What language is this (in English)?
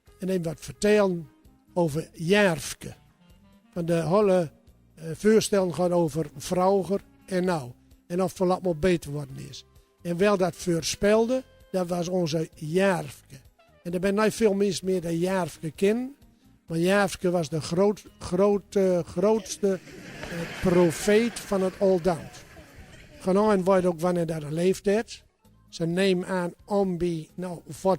Gronings